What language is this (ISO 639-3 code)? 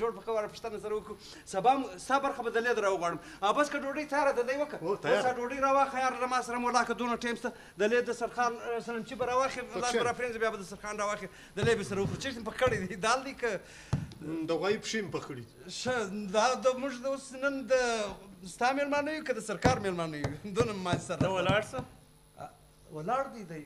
brh